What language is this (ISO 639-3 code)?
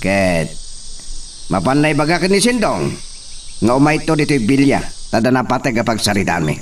ilo